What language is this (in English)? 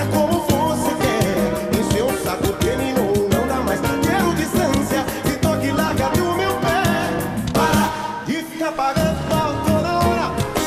Portuguese